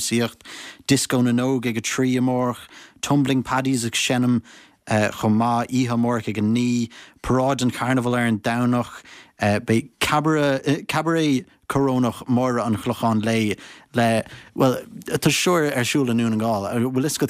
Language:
Irish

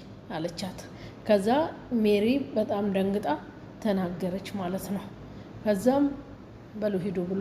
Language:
Amharic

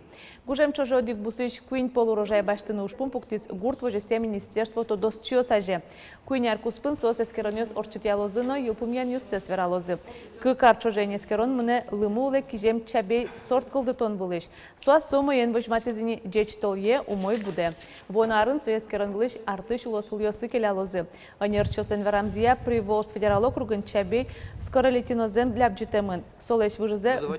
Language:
Udmurt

